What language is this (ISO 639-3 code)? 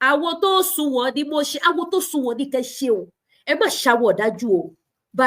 yor